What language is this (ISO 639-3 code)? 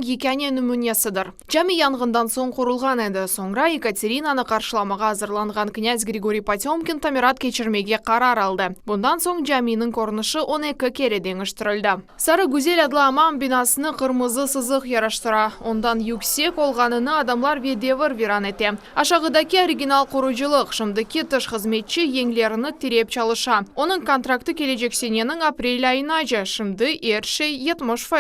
crh